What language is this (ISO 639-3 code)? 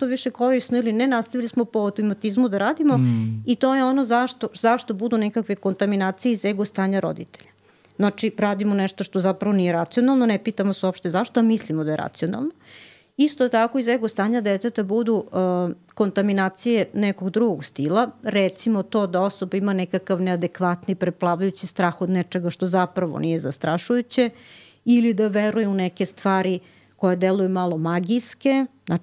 srp